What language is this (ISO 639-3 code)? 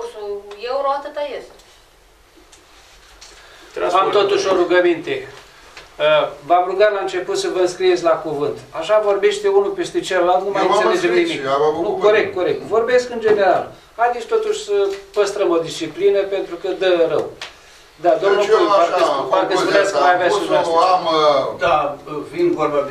ron